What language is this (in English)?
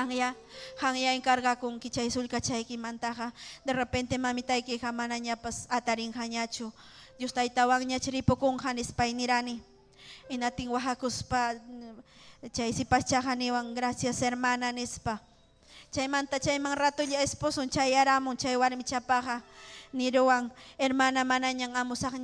Ayacucho Quechua